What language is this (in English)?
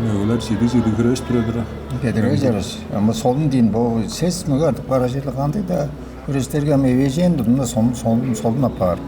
Tuvinian